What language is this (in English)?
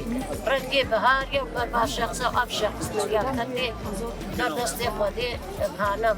Kurdish